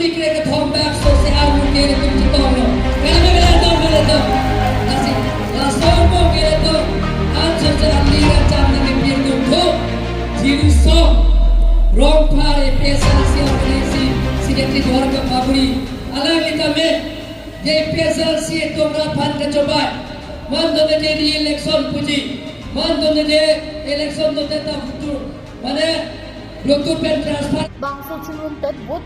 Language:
Karbi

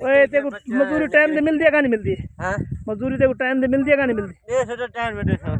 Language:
Saraiki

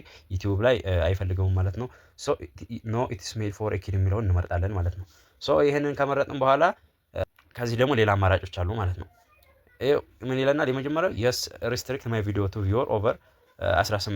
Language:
Amharic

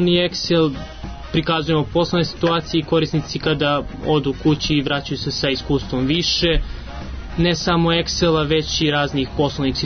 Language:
Serbian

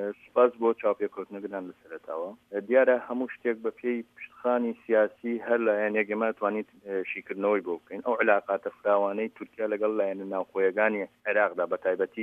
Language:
Central Kurdish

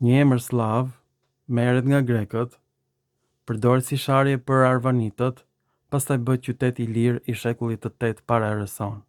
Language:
Albanian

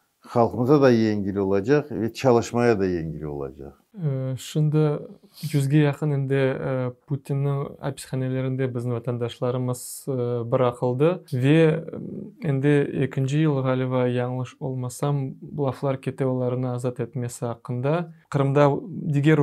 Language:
Crimean Tatar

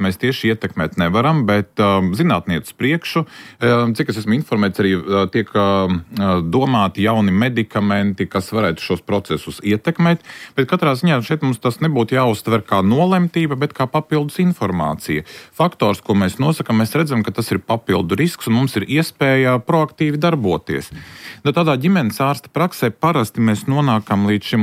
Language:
Latvian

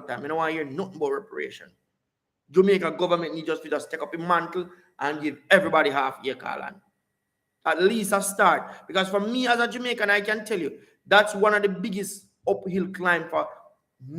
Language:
Jamaican Creole English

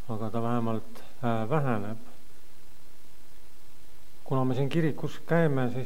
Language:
Estonian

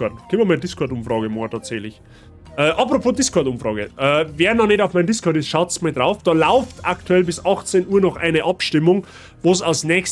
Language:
Bavarian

